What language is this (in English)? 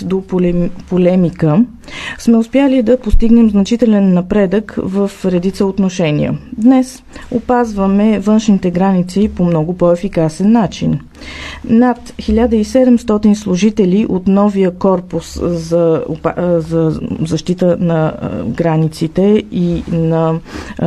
Bulgarian